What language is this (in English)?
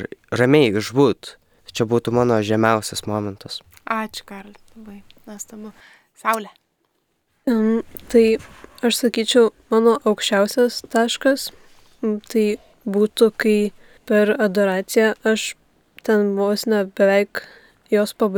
Lithuanian